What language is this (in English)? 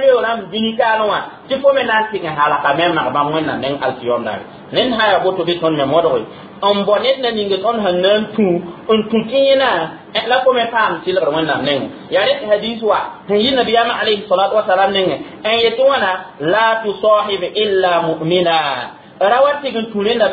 Mossi